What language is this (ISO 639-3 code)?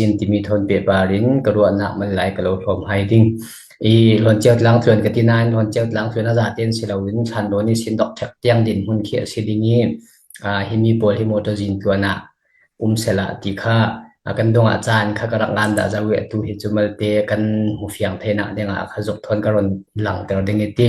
cfm